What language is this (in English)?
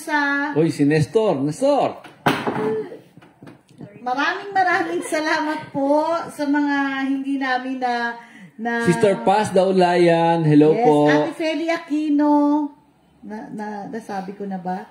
Filipino